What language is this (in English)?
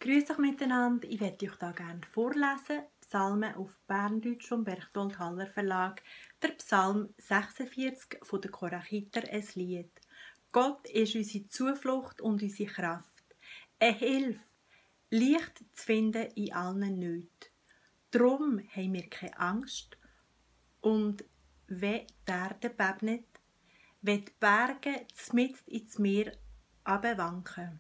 Swiss German